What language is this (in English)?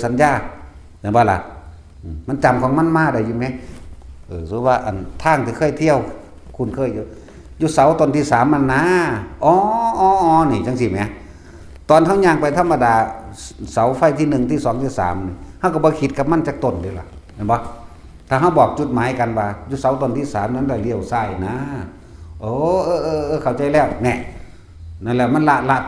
Northeastern Thai